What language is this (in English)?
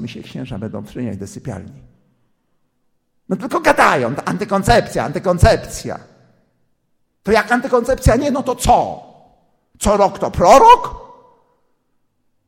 Polish